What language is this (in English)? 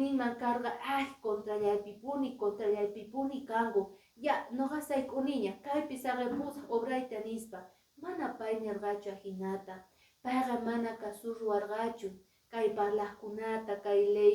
Quechua